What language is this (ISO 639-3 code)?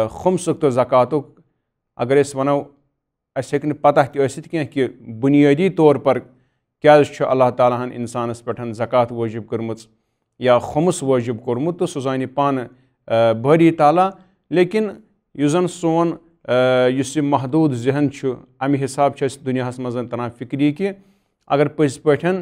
kas